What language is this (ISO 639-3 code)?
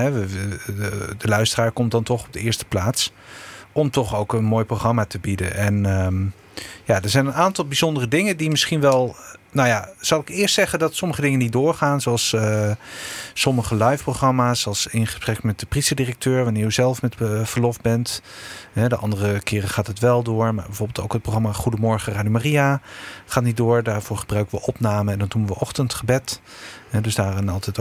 nld